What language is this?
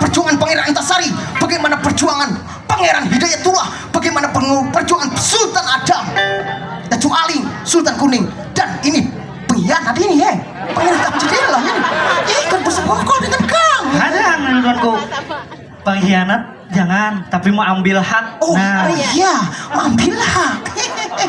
Banjar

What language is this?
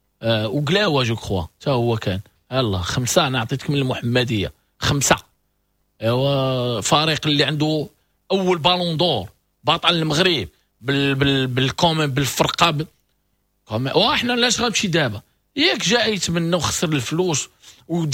Moroccan Arabic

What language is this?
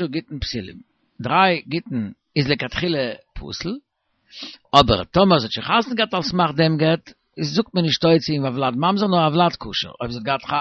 Yiddish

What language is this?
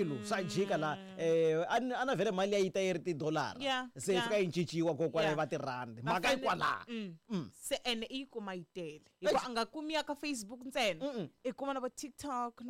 Tsonga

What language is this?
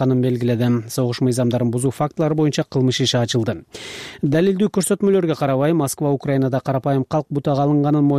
Kyrgyz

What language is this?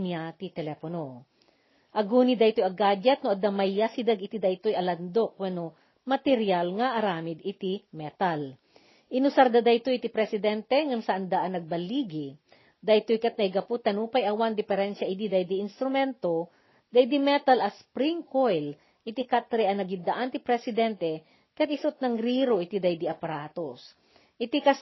Iloko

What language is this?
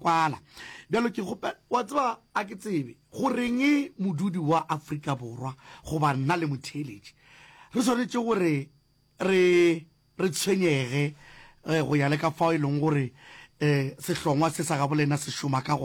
Northern Sotho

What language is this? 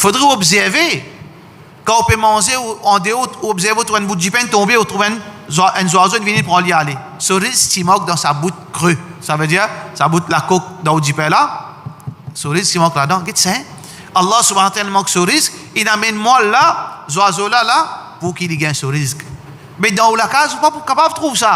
Morisyen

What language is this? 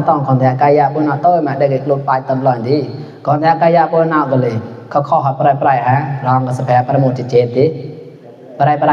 Mon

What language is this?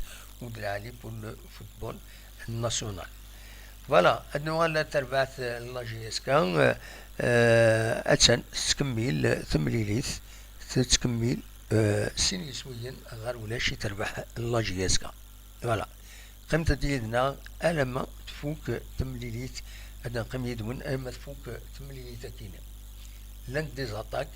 Kabyle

